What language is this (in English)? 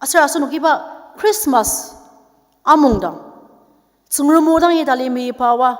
Ao Naga